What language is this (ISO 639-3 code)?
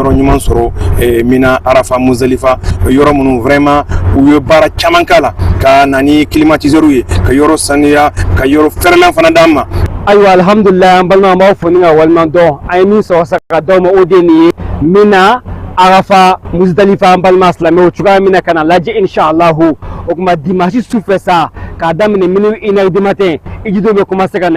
bam